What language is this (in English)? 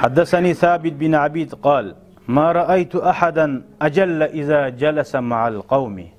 Kumyk